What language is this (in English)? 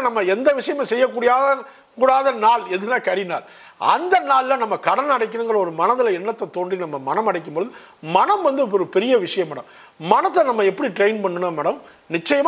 Tamil